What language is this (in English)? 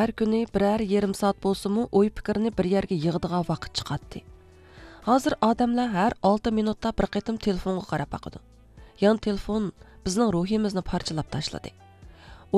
Uyghur